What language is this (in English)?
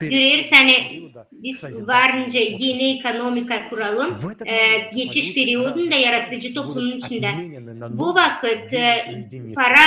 Gagauz